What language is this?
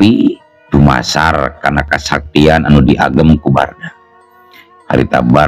Sundanese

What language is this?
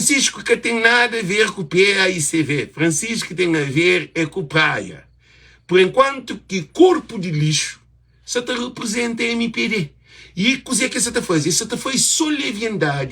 Kabuverdianu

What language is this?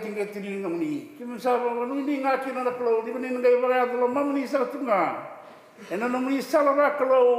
Fijian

